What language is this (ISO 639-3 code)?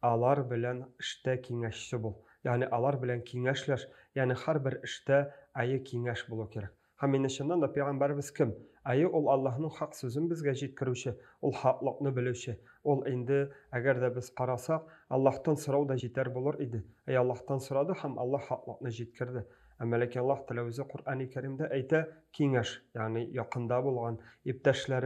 tat